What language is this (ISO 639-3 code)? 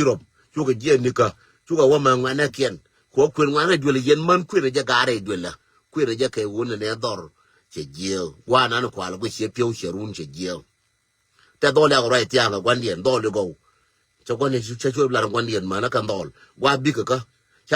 nus